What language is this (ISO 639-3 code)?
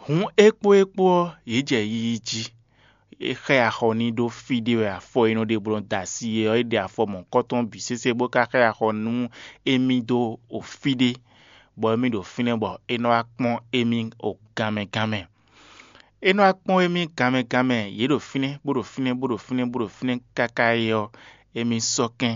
fon